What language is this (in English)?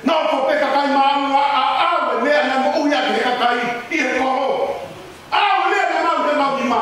Tongan